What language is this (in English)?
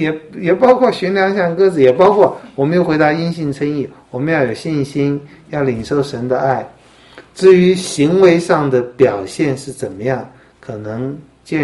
Chinese